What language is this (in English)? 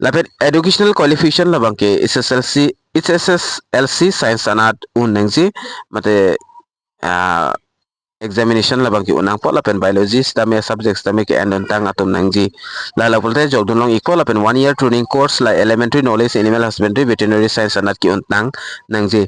Karbi